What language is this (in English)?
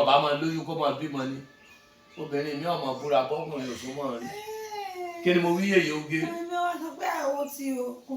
Yoruba